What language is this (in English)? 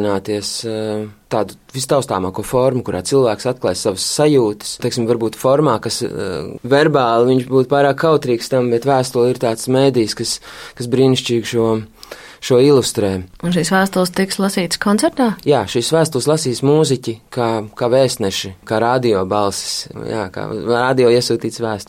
Latvian